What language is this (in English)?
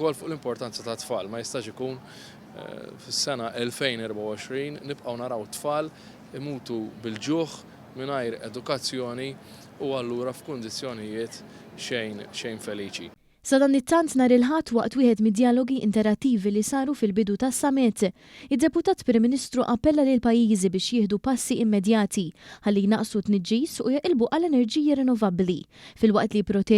Maltese